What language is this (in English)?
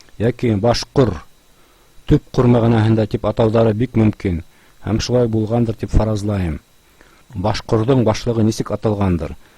Bashkir